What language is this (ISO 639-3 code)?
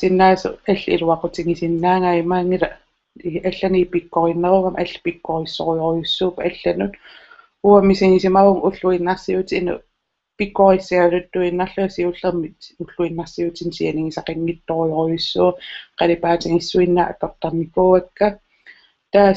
kal